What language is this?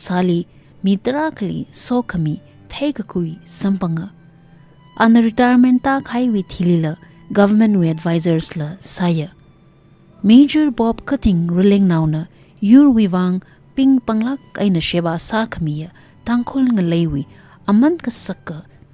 Tangkhul Naga (India)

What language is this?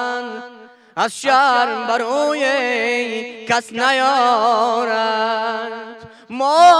Persian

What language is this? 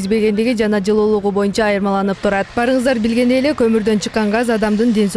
Kyrgyz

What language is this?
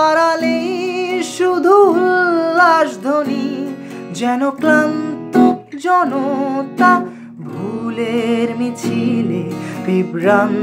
Bangla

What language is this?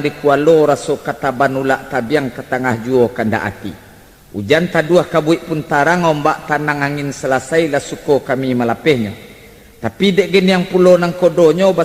Minangkabau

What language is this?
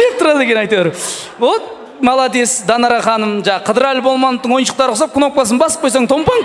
Kazakh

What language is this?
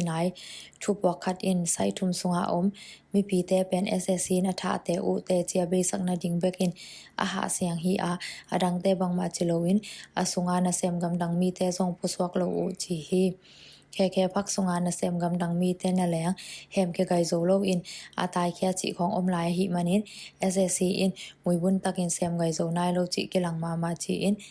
Tedim Chin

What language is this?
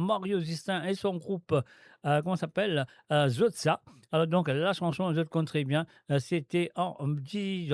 Morisyen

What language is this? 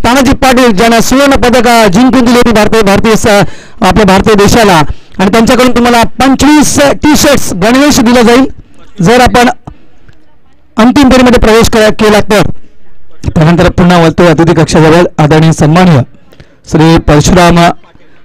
Marathi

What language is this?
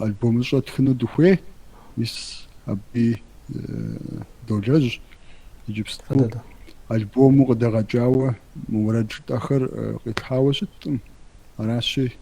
Kabardian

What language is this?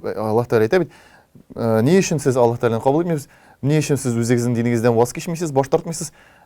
Tatar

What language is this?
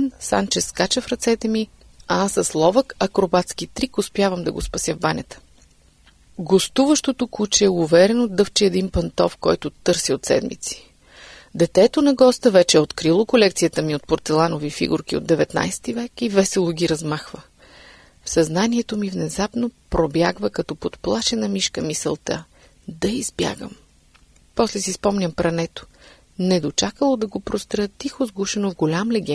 Bulgarian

